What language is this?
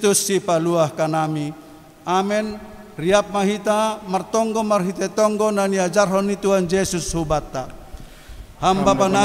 Batak Simalungun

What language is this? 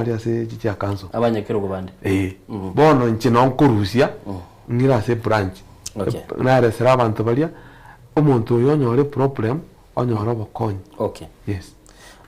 Gusii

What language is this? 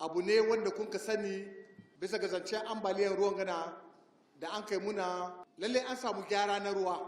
Hausa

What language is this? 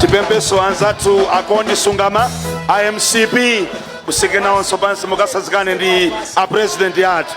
Nyanja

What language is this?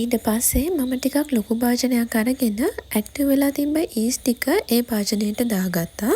Sinhala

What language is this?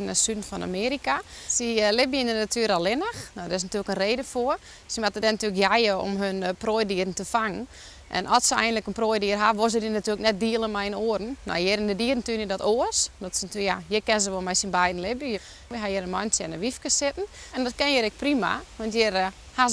Western Frisian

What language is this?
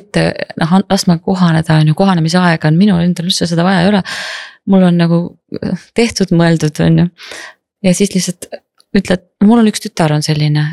Estonian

